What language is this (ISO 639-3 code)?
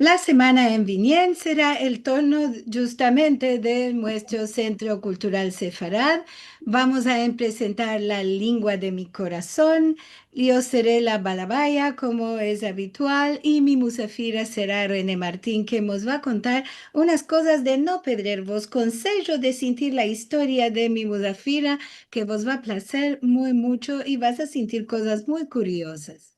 lad